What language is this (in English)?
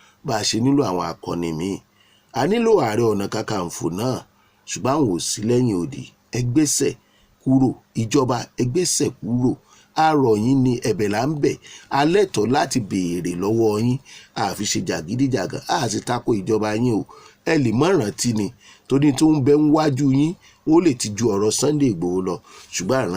Yoruba